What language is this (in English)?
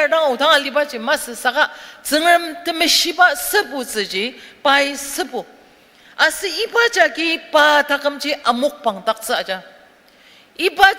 Ao Naga